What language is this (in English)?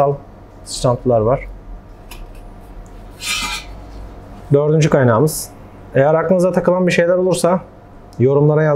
Turkish